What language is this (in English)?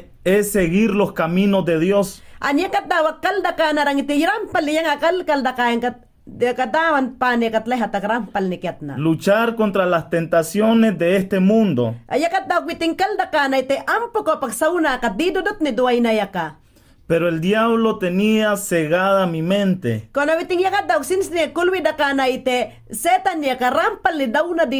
Mayangna